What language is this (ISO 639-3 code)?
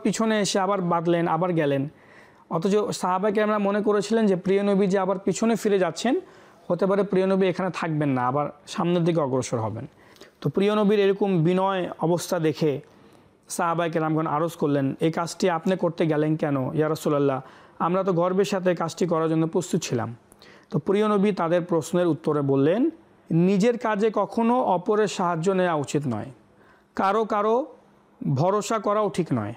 ben